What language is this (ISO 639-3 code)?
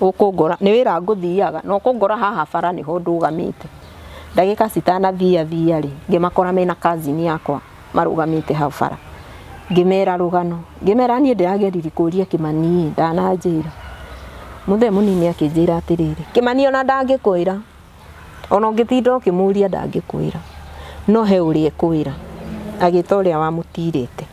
kik